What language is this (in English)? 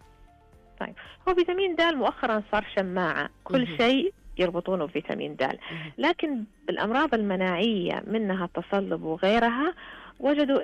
Najdi Arabic